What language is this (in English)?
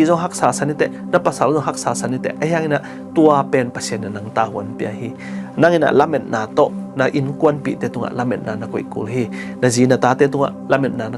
Tedim Chin